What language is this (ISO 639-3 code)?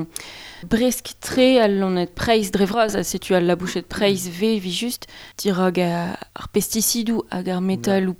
bre